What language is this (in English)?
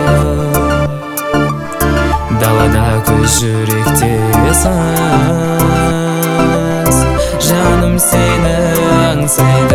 Kazakh